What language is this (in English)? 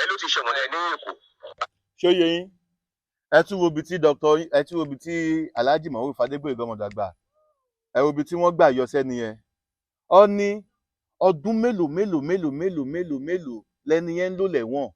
Yoruba